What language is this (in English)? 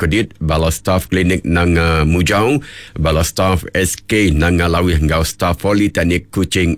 Iban